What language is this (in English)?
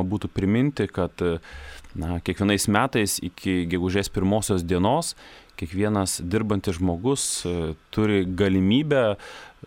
Lithuanian